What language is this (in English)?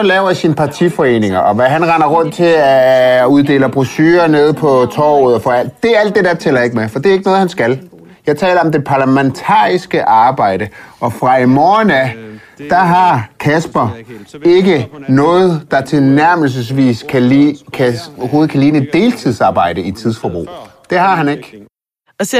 Danish